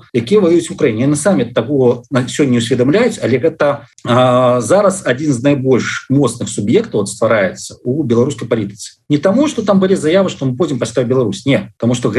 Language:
Belarusian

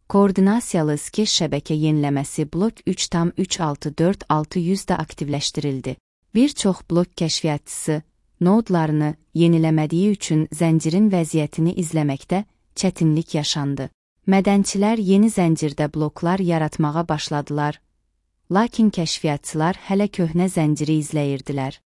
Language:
Azerbaijani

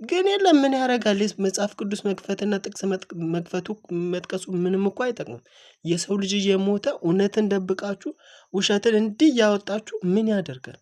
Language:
Amharic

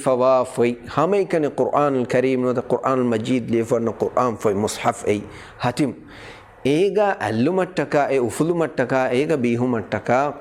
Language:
Divehi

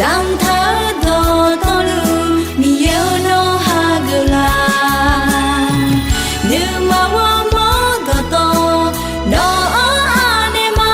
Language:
Akha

